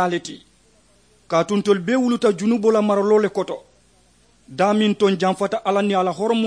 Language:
Mandingo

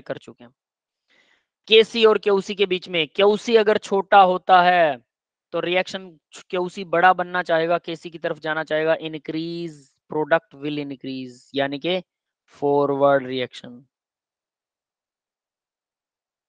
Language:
Hindi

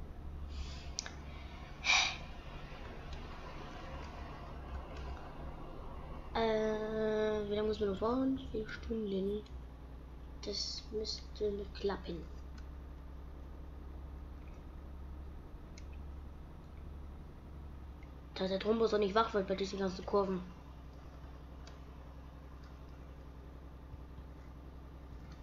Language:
German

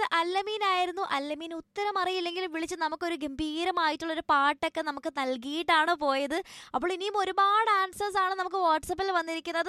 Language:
Malayalam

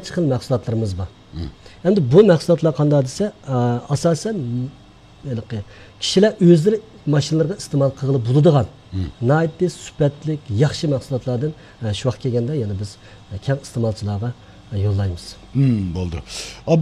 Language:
Uyghur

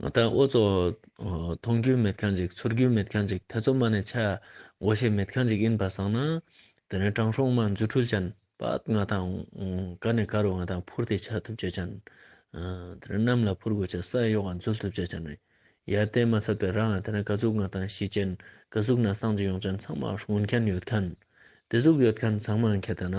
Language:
Ladakhi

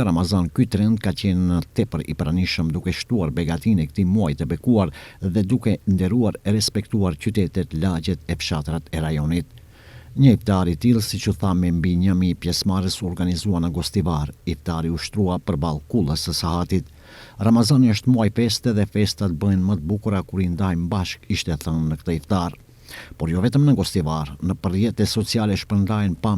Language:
Albanian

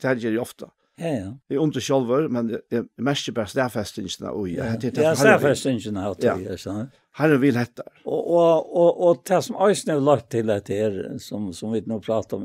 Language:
Faroese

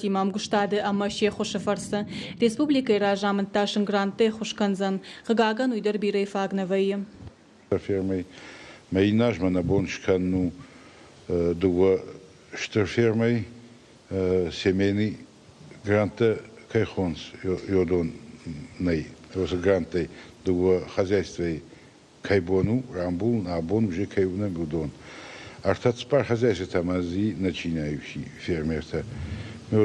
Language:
Ossetic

